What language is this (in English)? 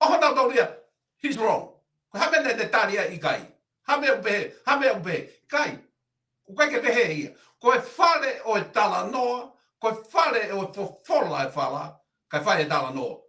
Tongan